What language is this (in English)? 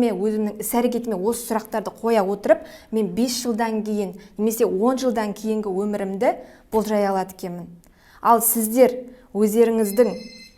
Kazakh